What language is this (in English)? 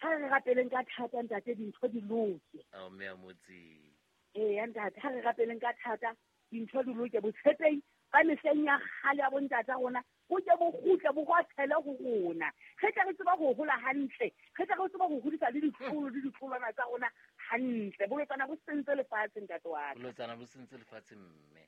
Southern Sotho